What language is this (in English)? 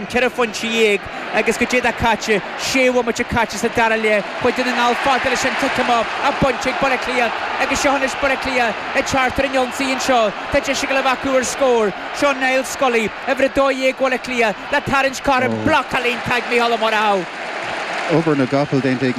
Irish